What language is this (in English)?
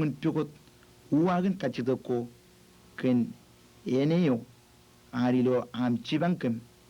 Marshallese